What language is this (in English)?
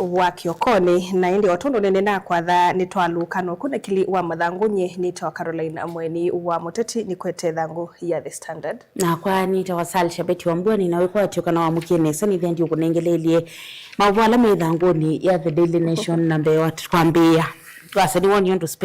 Kamba